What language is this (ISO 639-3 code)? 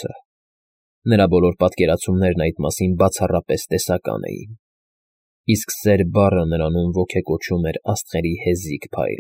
hye